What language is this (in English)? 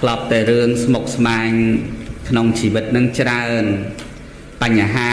Khmer